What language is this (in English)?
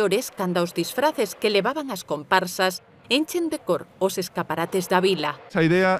Galician